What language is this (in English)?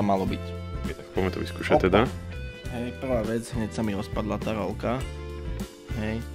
Slovak